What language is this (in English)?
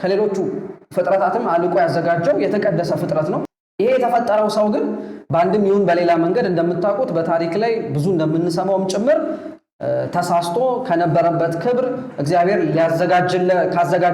Amharic